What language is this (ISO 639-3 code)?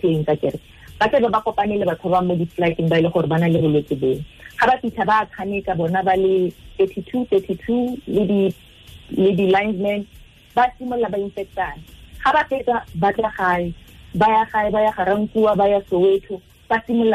tsn